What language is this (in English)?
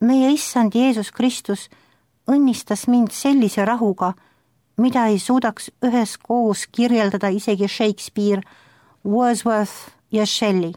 Estonian